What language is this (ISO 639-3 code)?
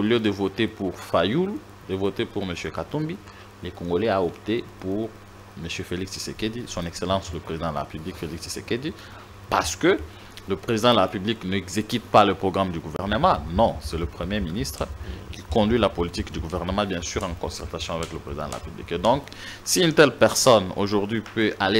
fra